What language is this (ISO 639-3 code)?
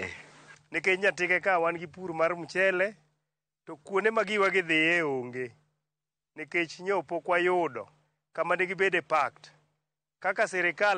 luo